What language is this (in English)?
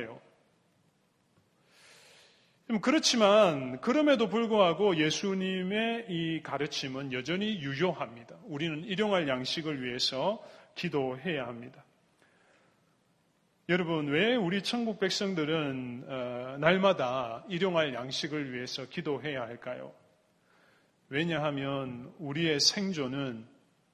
Korean